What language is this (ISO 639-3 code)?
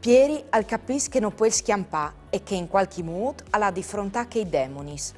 fur